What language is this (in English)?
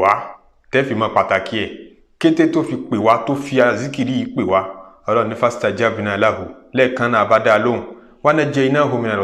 Yoruba